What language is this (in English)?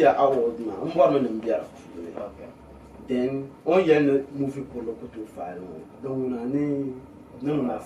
Dagbani